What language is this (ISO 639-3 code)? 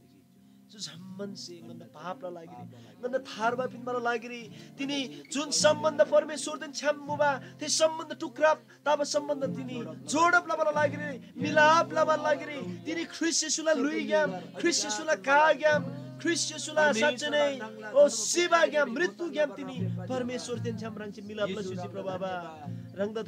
taj